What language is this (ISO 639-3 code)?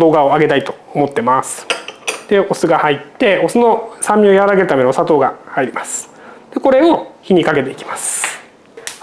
jpn